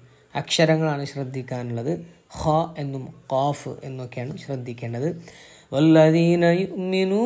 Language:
Malayalam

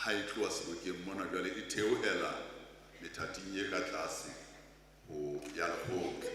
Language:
Southern Sotho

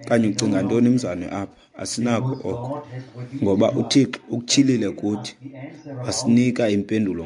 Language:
Xhosa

